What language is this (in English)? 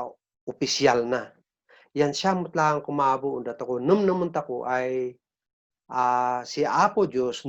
Kankanaey